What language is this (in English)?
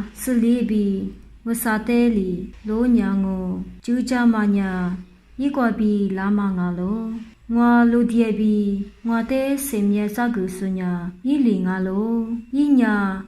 Lisu